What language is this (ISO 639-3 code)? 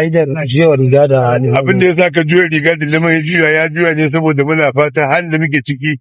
hau